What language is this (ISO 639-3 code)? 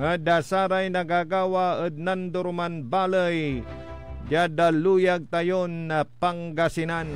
pag